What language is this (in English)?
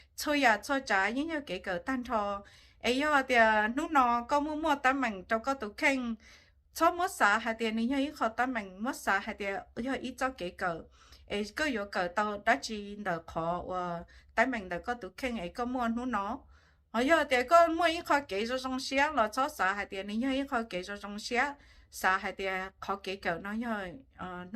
Hmong